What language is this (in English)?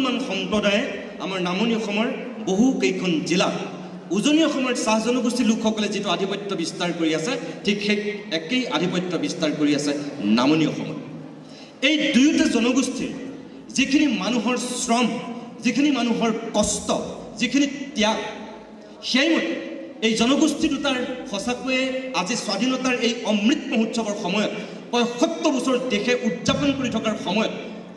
Assamese